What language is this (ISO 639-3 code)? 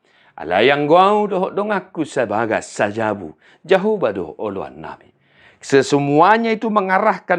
bbc